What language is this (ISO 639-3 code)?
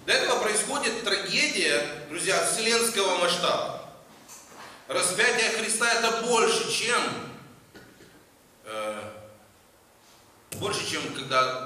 rus